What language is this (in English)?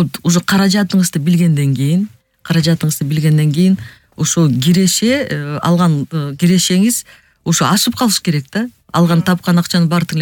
Kyrgyz